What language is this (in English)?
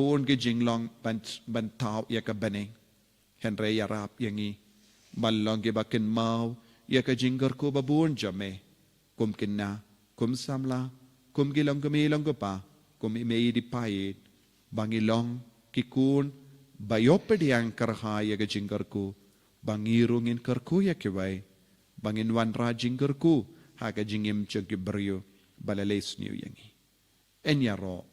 Khasi